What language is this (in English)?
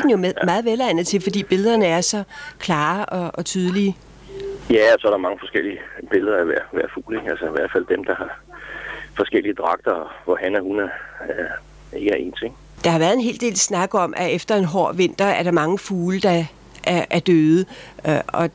Danish